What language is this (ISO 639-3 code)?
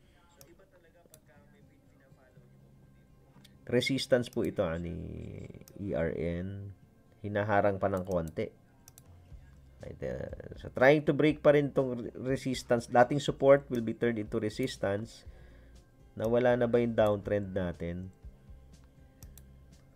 fil